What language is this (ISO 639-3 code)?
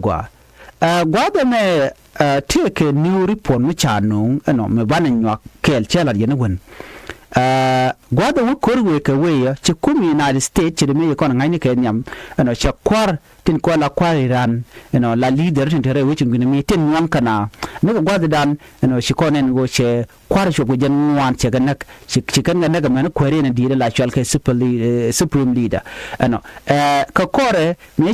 nus